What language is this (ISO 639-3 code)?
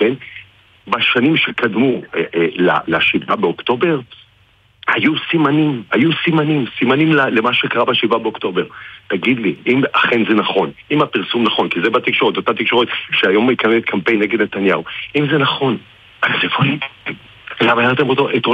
heb